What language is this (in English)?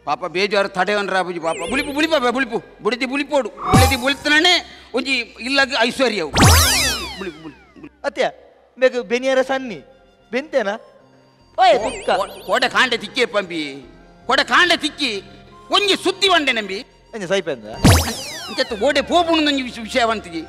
Tulu